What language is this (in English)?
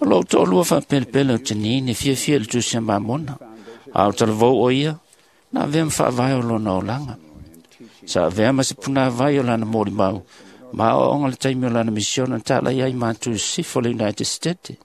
Samoan